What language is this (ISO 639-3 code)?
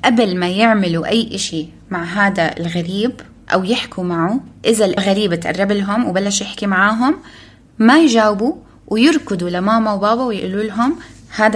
apc